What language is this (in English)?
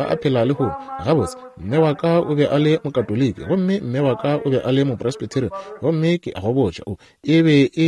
Northern Sotho